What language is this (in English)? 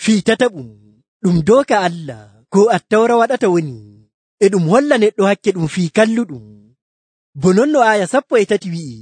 Nigerian Fulfulde